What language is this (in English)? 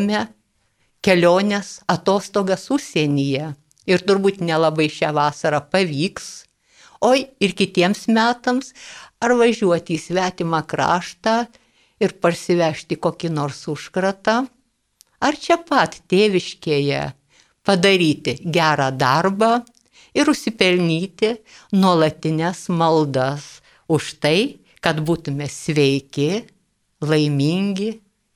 Lithuanian